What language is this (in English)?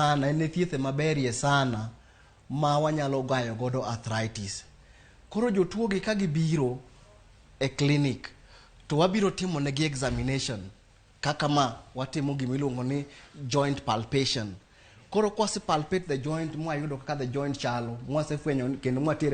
Luo (Kenya and Tanzania)